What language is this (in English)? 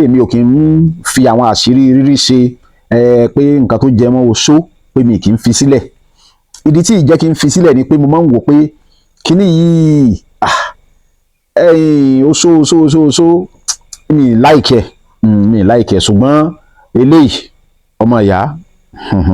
Yoruba